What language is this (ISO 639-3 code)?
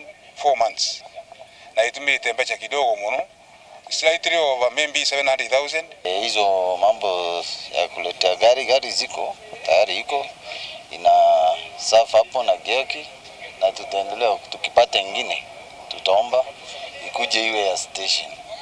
mer